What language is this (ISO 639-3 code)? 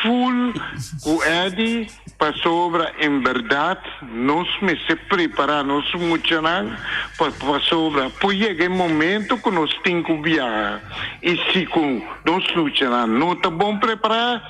pap